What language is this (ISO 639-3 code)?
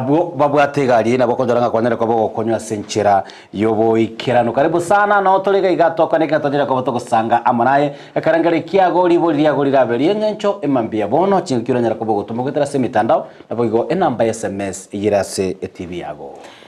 guz